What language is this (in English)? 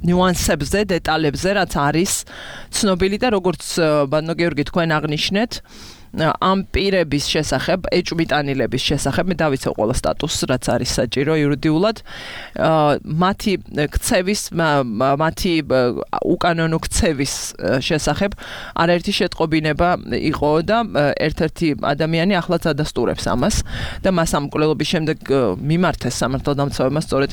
Georgian